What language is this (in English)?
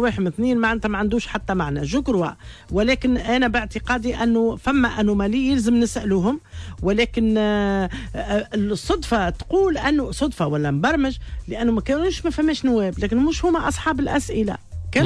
Tunisian Arabic